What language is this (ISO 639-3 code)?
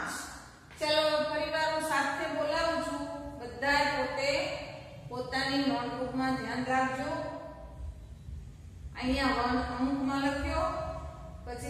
guj